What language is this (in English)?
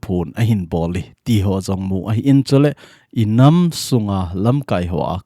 Thado Chin